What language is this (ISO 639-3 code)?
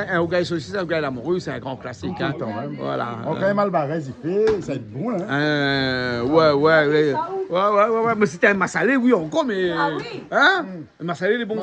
rcf